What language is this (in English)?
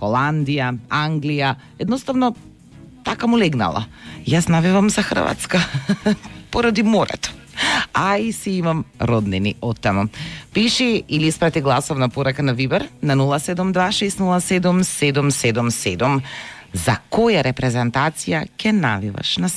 Macedonian